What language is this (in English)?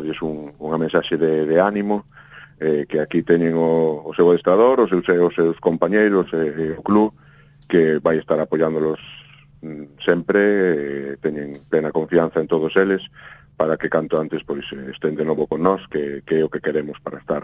Galician